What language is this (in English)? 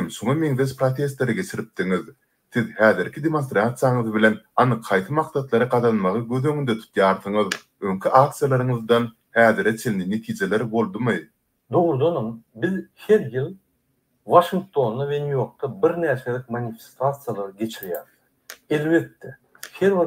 Turkmen